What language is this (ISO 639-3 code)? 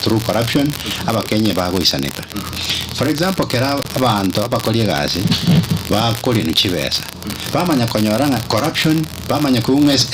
guz